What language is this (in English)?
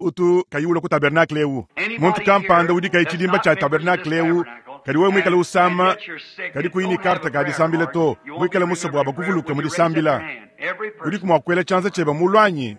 Luba-Lulua